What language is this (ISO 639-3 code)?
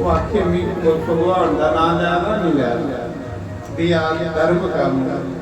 doi